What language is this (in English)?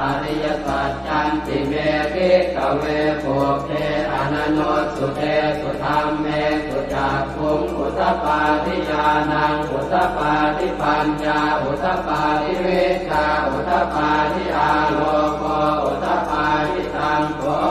Pali